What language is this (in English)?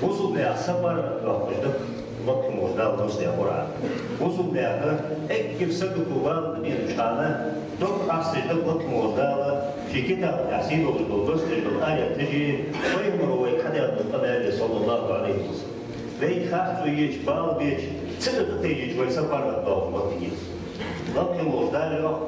Ingush